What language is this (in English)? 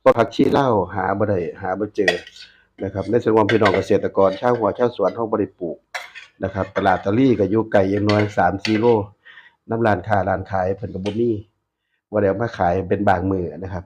Northeastern Thai